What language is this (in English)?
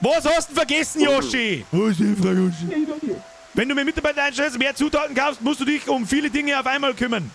Bavarian